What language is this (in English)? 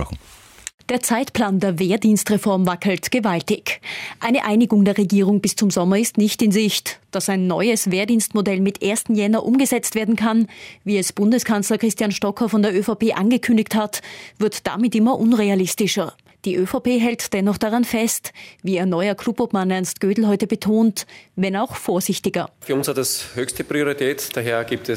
German